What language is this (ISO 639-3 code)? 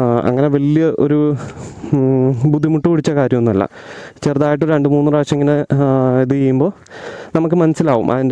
mal